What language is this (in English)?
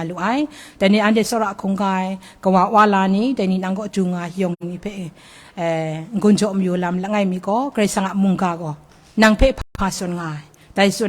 Kachin